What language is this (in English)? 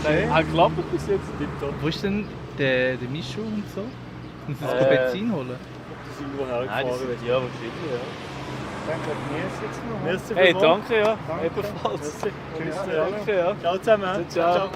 Swiss German